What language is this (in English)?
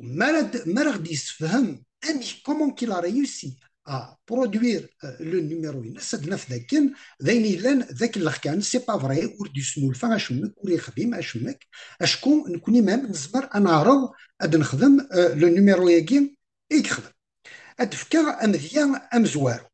Kabyle